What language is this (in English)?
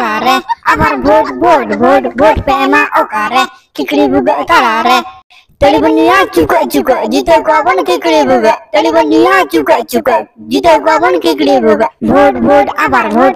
Santali